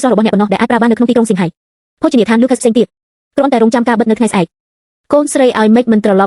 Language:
Khmer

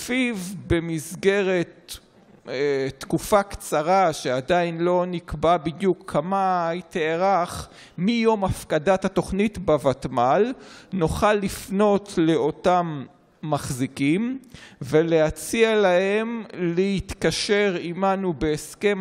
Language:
Hebrew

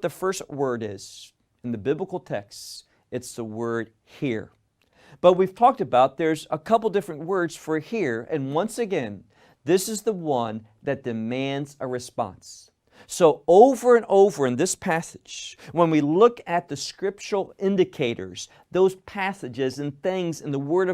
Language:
English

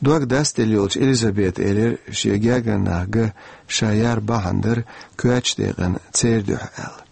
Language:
Chechen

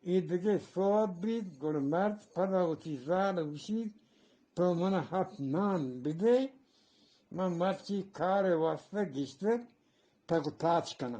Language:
Eastern Balochi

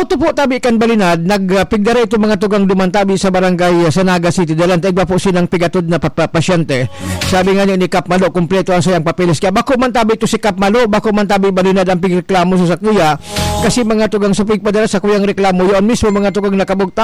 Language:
Bikol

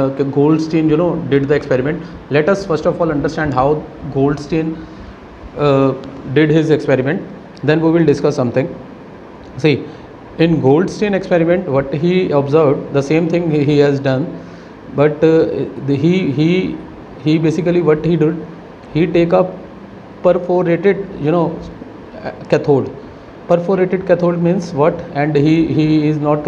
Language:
English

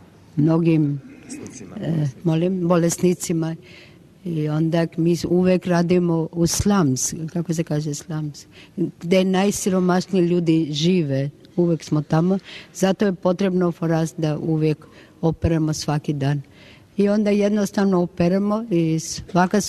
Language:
Croatian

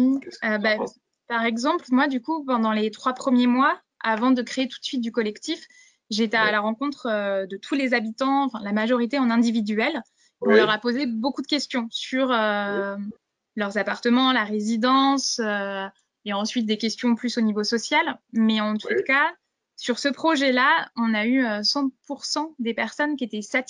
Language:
French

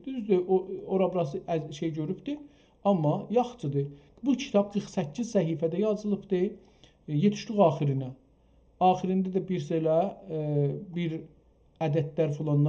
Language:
South Azerbaijani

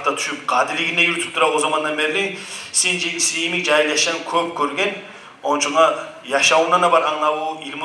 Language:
Kumyk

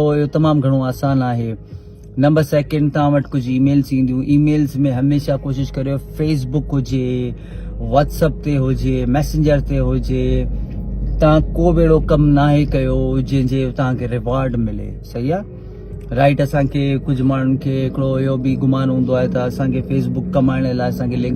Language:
Sindhi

